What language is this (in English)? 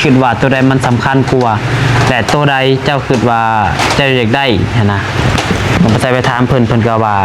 Lao